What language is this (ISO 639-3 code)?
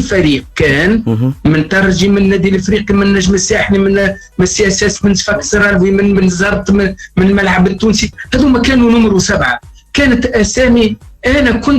aeb